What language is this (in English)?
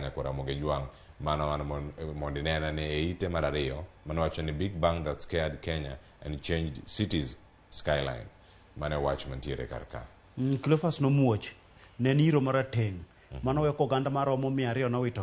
Luo (Kenya and Tanzania)